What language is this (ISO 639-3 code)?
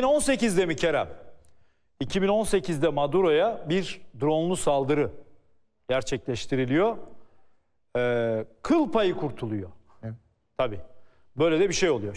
tur